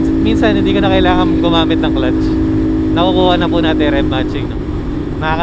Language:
Filipino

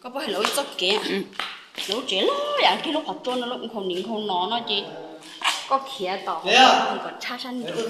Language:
Hmong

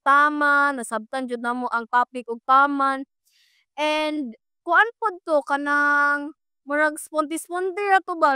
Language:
Cebuano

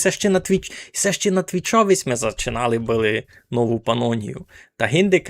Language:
Rusyn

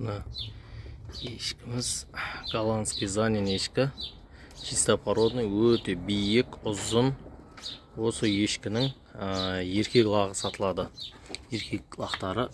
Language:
Kazakh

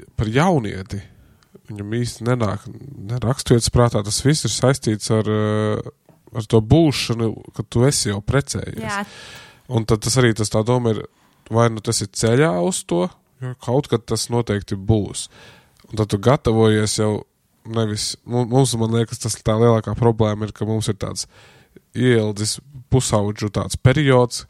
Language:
Latvian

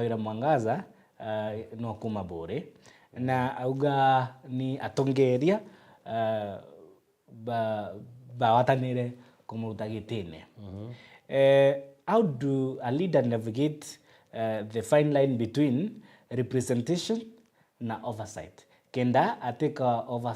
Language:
Meru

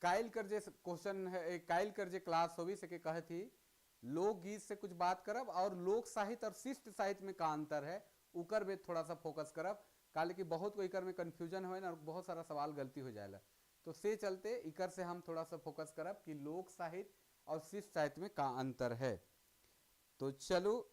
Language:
Sadri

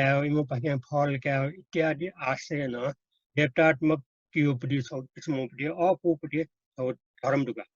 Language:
Newari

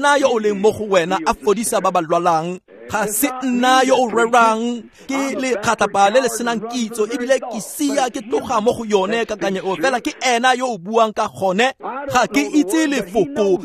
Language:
Tswana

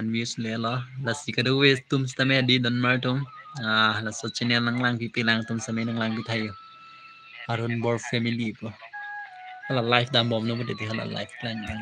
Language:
Karbi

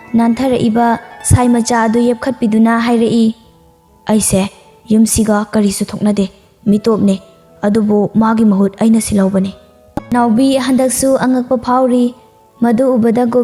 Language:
Manipuri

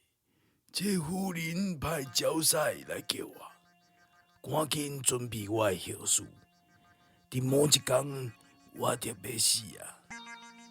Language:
Min Nan Chinese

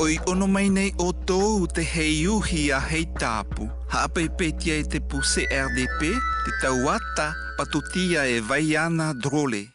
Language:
South Marquesan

